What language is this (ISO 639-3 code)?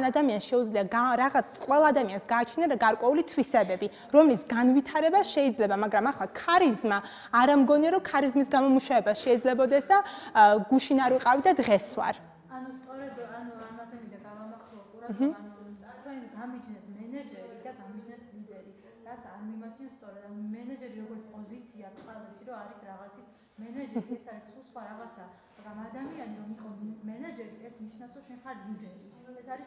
kat